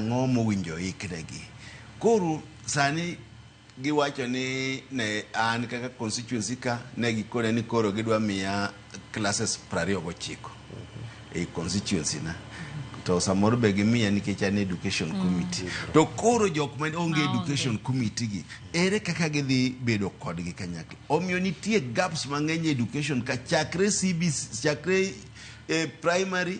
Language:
Luo (Kenya and Tanzania)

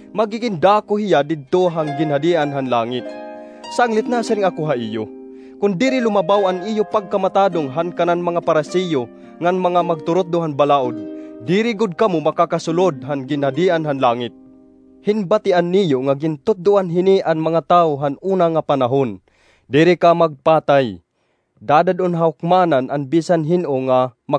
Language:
Waray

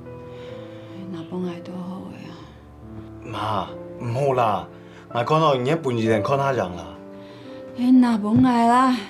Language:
Hakka Chinese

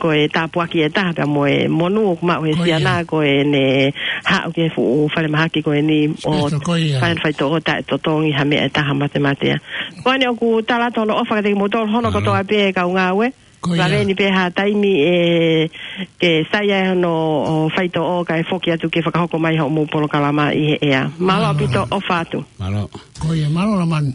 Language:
Tongan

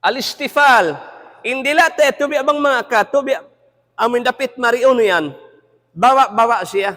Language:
Tausug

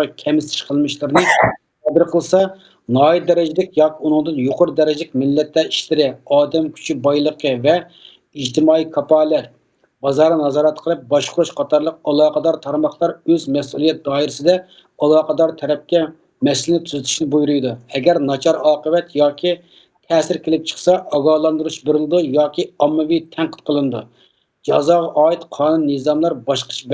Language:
Uyghur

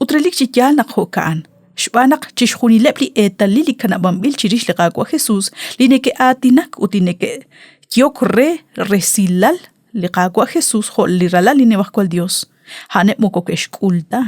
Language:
Kekchí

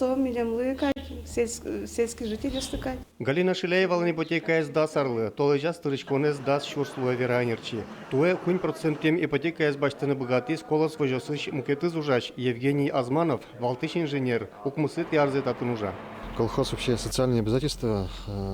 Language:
Udmurt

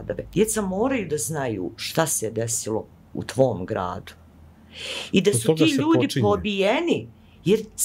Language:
Bosnian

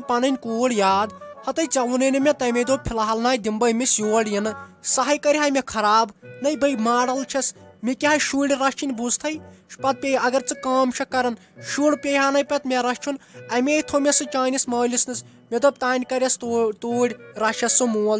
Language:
Kashmiri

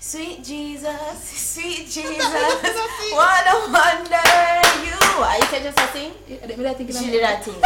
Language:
Jamaican Creole English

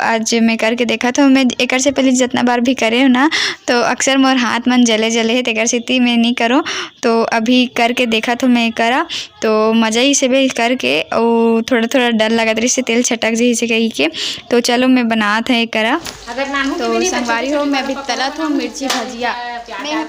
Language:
Chhattisgarhi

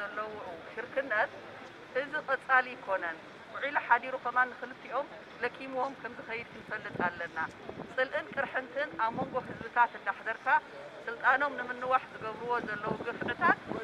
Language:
Tigrinya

